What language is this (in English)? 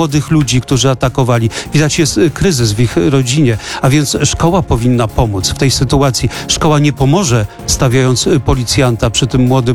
Polish